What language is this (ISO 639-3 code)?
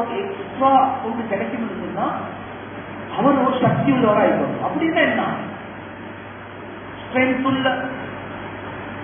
tam